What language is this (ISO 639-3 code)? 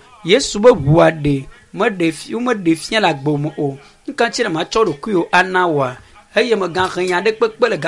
ewe